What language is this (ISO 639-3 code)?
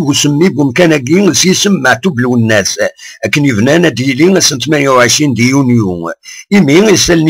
kab